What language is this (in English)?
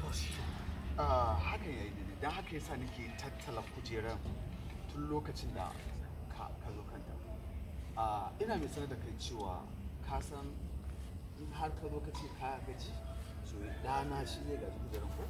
Hausa